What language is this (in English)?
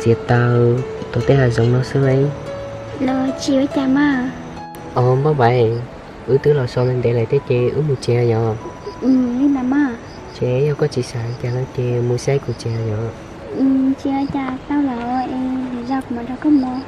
Hmong